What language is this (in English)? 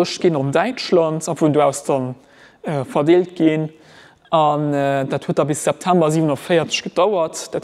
Luxembourgish